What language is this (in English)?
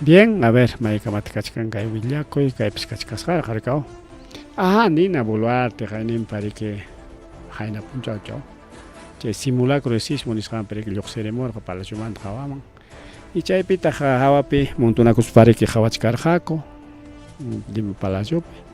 Ayacucho Quechua